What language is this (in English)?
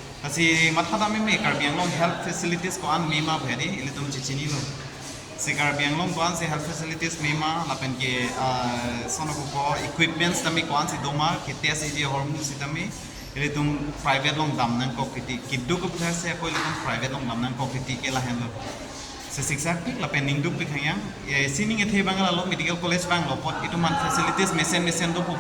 Karbi